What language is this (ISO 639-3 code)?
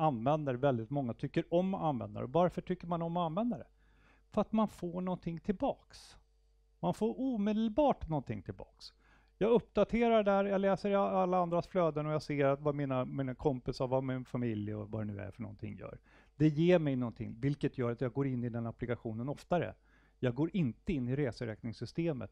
swe